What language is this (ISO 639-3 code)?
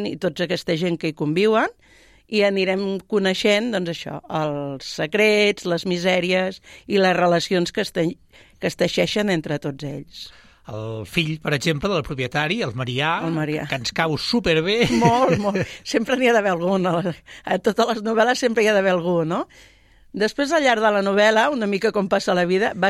cat